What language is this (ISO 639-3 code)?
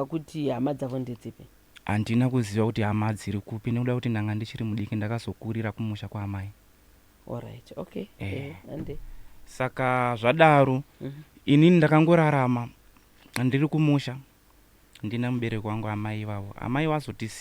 sna